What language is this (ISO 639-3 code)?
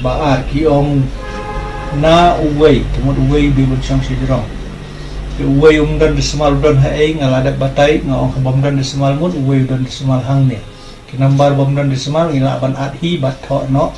kha